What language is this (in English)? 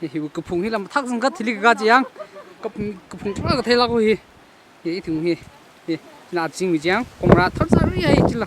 Tangkhul Naga (India)